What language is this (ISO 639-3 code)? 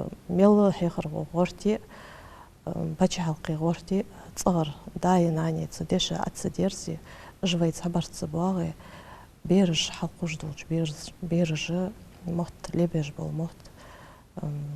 inh